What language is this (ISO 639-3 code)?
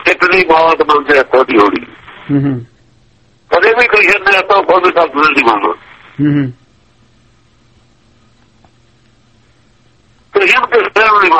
pan